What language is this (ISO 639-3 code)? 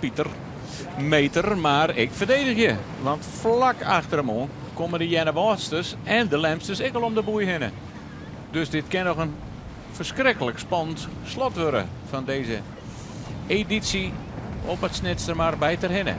fry